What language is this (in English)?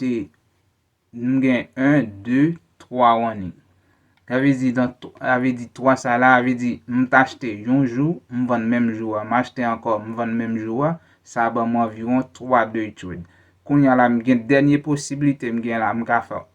Haitian Creole